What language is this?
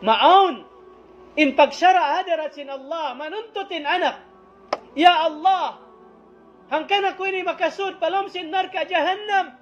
Tausug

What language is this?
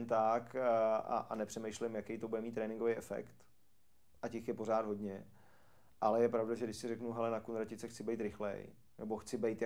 Czech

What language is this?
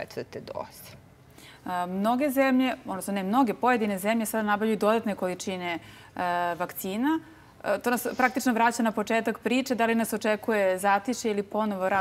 Serbian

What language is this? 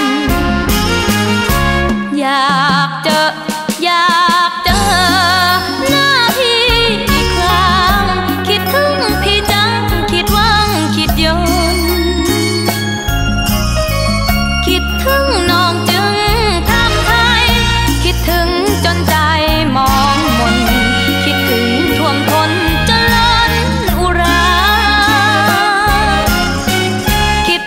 Thai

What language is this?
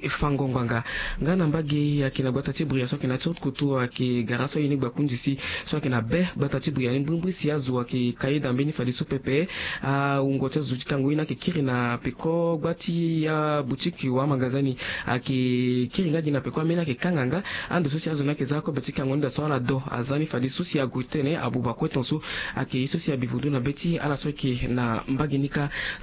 Sango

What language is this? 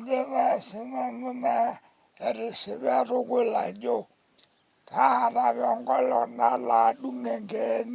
Masai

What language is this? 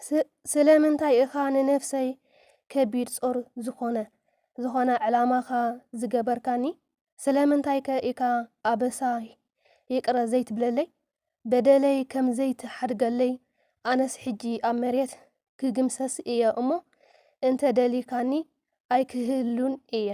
Tigrinya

